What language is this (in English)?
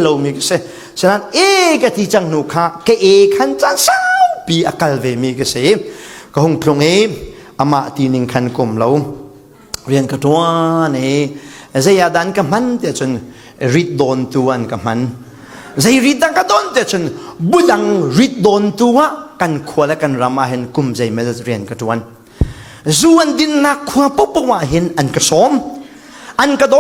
Falam Chin